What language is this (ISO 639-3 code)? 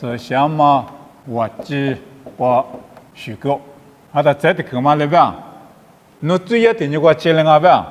lis